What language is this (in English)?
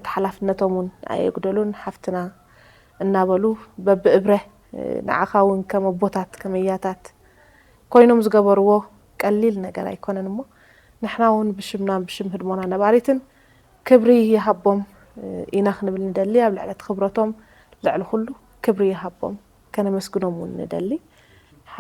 Tigrinya